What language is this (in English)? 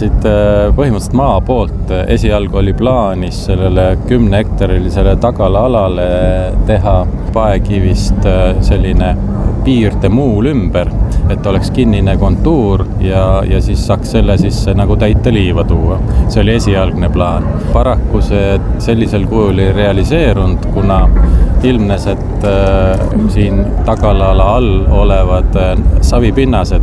Estonian